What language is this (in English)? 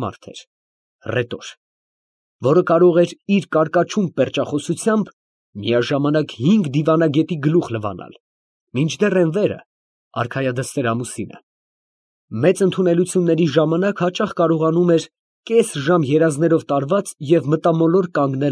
Armenian